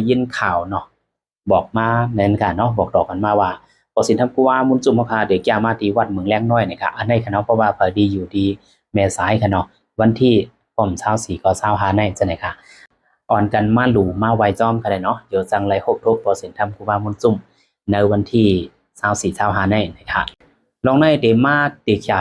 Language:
Shan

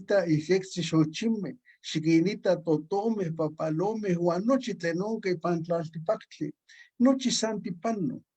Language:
Eastern Huasteca Nahuatl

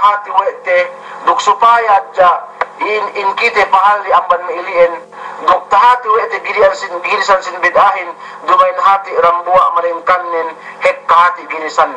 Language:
Yakan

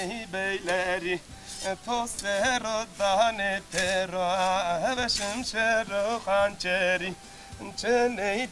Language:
Zaza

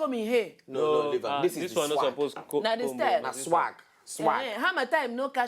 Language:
Nigerian Pidgin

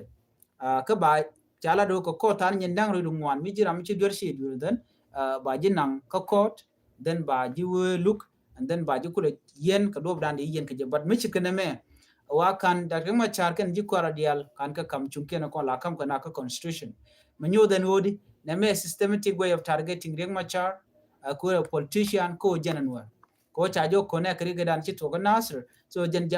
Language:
Nuer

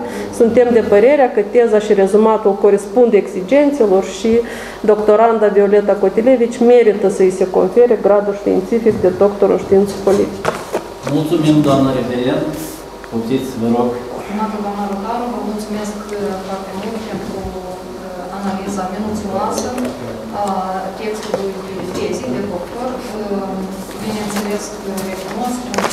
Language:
Romanian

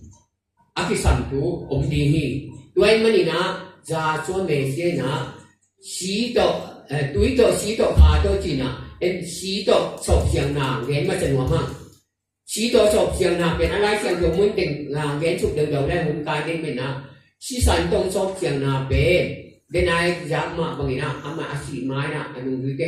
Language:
Tedim Chin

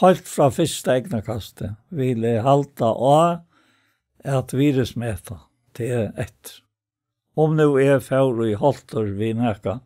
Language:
Faroese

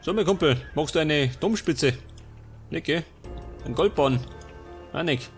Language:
Bavarian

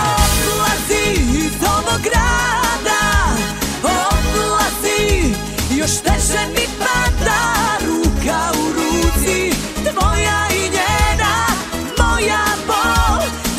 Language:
Serbian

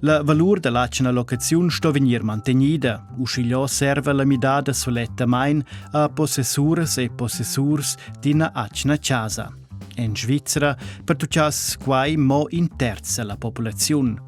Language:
Romansh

